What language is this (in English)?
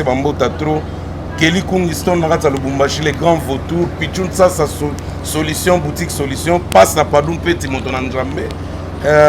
Lingala